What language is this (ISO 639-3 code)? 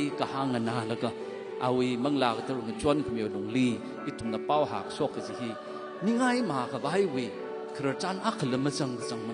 nmf